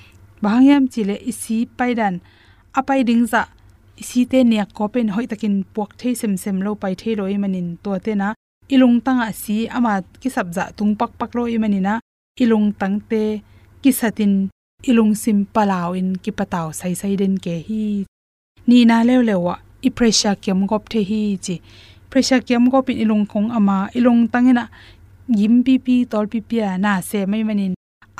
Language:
Tedim Chin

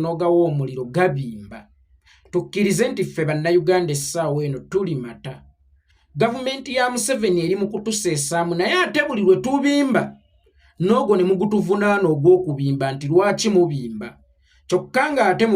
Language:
Ganda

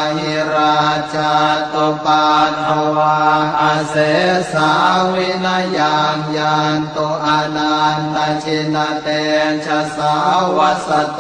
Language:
Pali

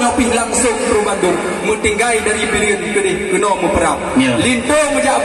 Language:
Achinese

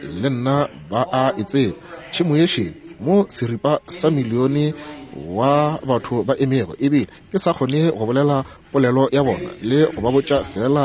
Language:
Northern Sotho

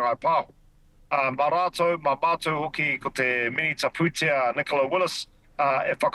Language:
Māori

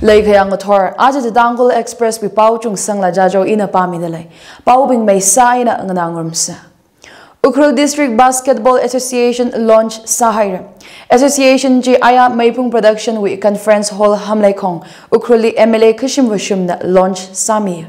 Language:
Tangkhul Naga (India)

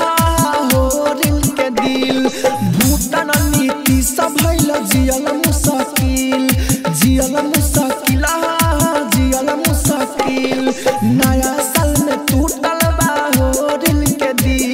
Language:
Bhojpuri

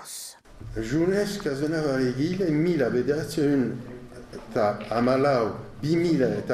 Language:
Basque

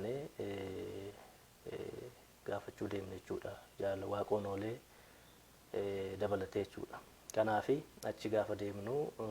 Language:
Oromo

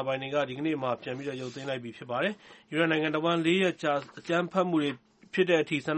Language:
Burmese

